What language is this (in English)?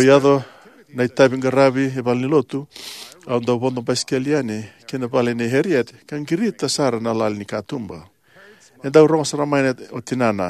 Fijian